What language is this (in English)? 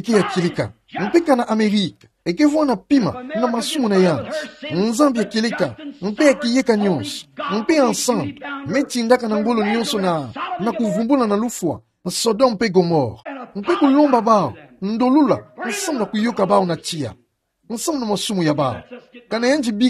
Kituba (Democratic Republic of Congo)